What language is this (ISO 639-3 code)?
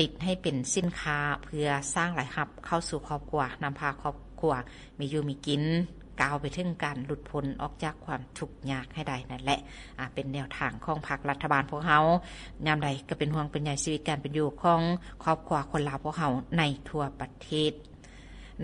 lao